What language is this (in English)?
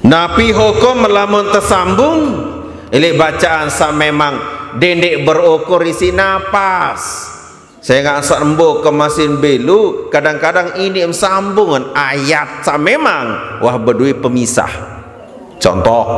Sasak